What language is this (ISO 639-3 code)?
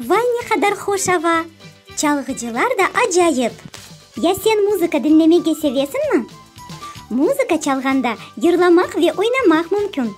crh